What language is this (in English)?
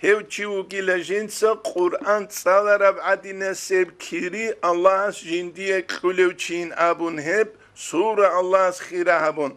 Avaric